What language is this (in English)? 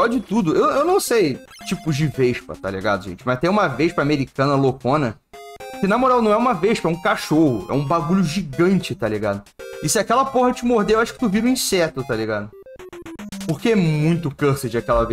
Portuguese